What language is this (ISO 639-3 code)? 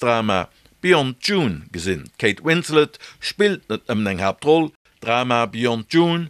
ltz